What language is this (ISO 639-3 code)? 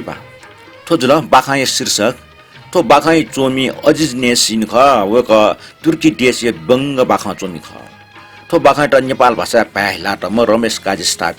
new